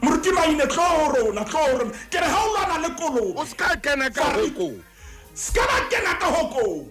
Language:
Southern Sotho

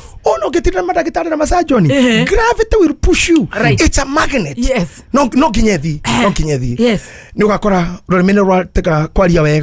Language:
Kikuyu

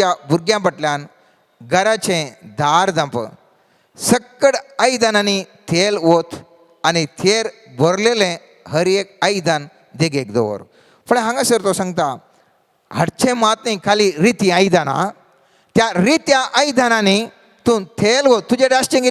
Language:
Konkani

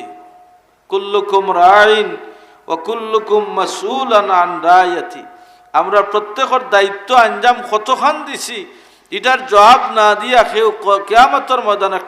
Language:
Sylheti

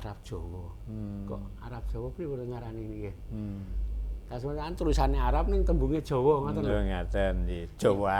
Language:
Javanese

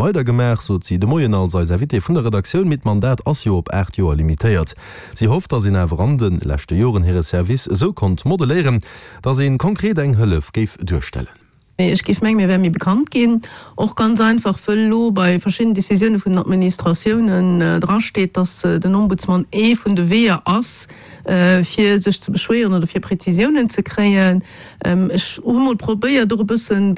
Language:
Luxembourgish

